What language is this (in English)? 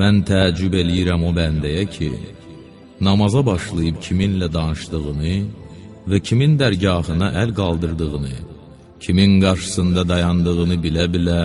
Azerbaijani